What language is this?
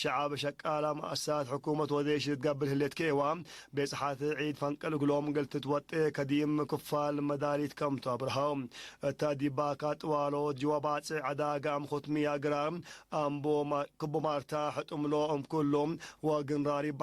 Tigre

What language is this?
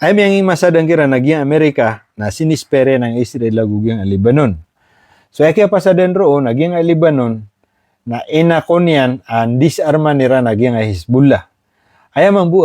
Maranao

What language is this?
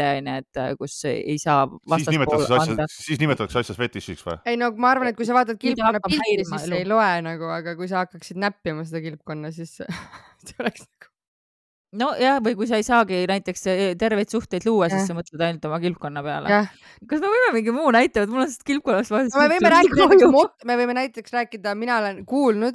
Estonian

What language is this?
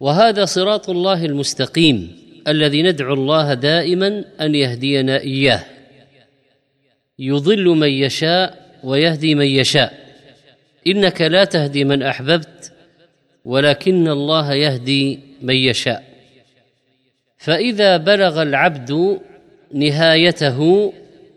Arabic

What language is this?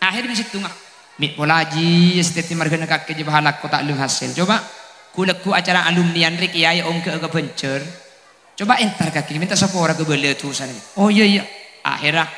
Madurese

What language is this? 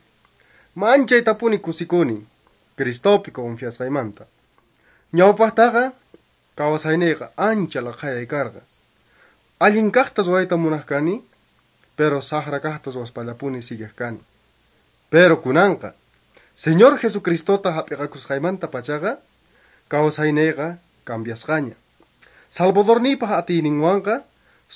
Quechua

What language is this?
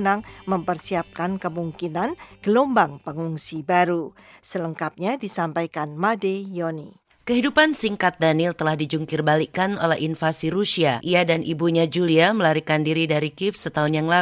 Indonesian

